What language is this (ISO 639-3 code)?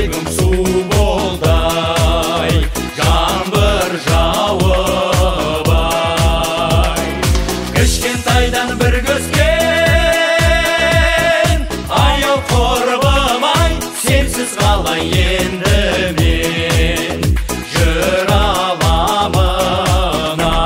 kaz